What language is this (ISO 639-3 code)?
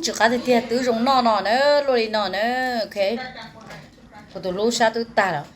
hmn